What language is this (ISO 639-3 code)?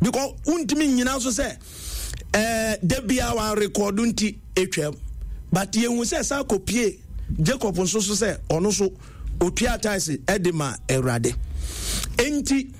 aka